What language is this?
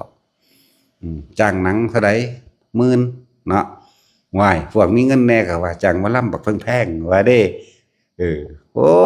Northeastern Thai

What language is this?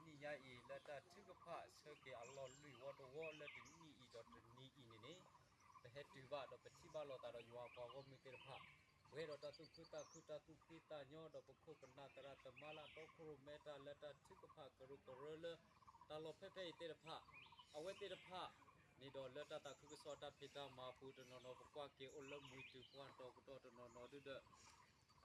S'gaw Karen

